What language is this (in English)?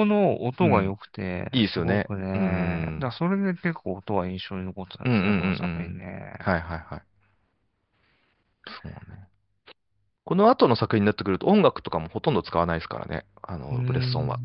Japanese